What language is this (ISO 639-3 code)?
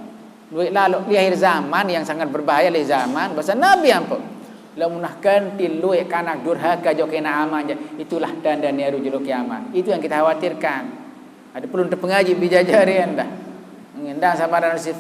sas